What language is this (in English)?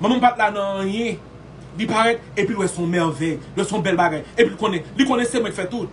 Haitian Creole